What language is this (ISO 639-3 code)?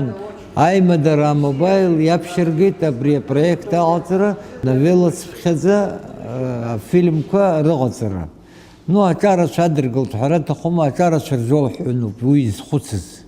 abk